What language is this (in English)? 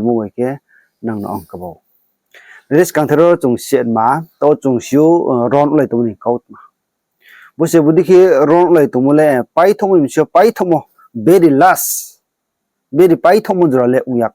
Riang (India)